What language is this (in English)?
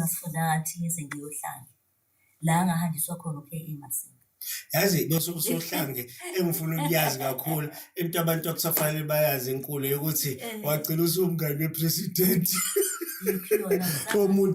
Zulu